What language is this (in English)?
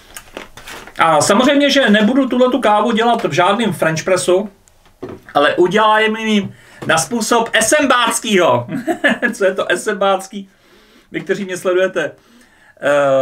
Czech